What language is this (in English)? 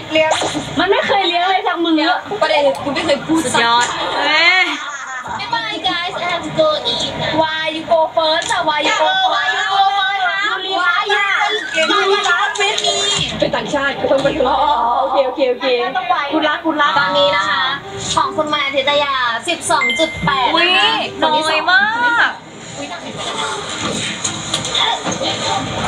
Thai